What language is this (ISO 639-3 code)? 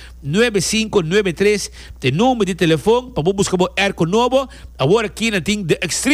por